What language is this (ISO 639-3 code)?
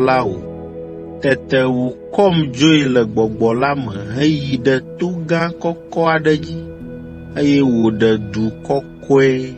ewe